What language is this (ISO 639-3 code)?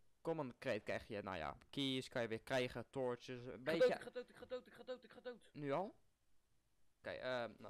nld